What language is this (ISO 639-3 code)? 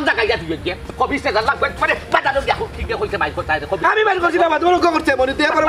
syl